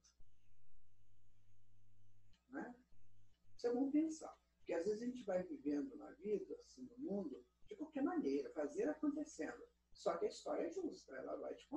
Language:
Portuguese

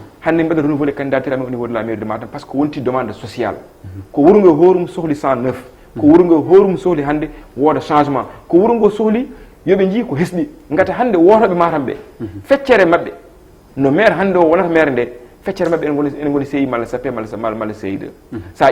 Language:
Fula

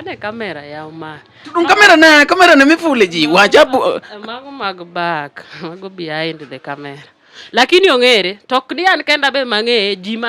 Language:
Luo (Kenya and Tanzania)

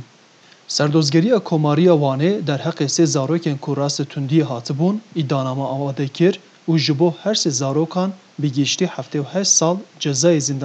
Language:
Kurdish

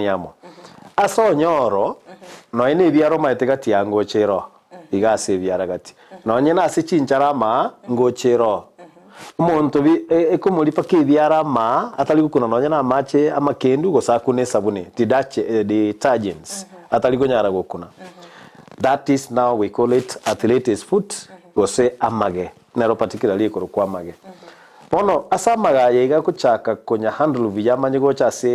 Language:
Gusii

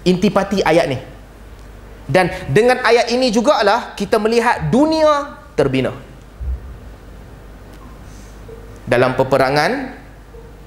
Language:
Malay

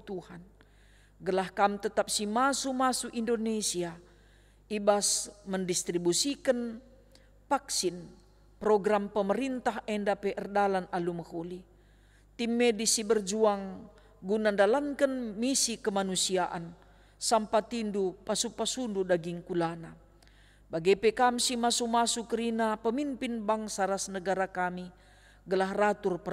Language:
Batak Karo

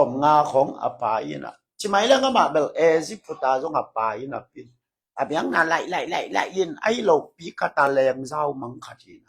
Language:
Tedim Chin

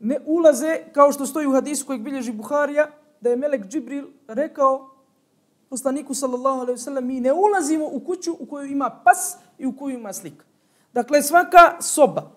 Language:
Bosnian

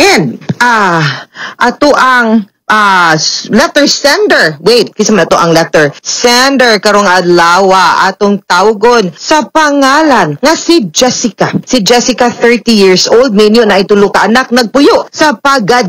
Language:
Cebuano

